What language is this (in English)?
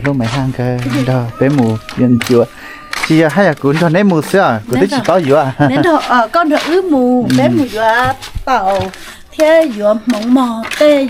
Hmong